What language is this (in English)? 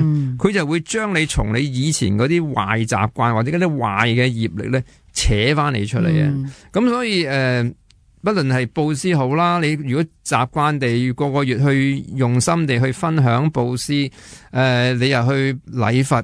Cantonese